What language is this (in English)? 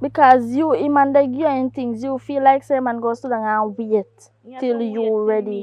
Jamaican Creole English